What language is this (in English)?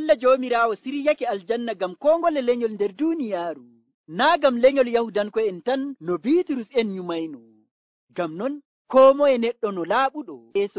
Nigerian Fulfulde